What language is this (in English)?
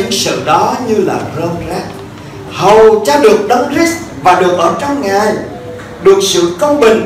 Vietnamese